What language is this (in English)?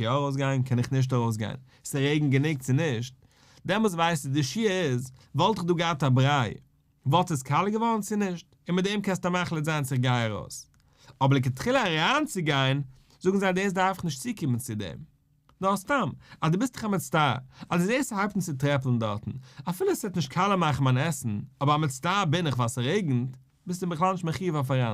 Yiddish